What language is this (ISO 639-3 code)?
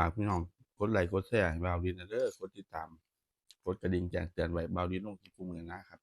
tts